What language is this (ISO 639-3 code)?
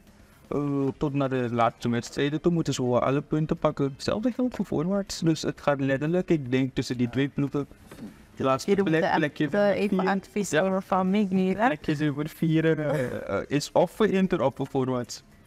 nld